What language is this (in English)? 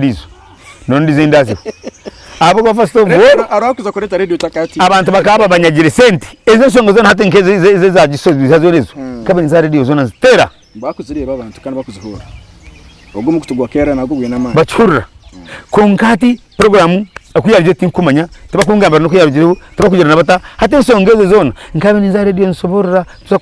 Nyankole